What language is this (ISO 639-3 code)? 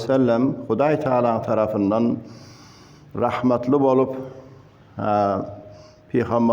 tuk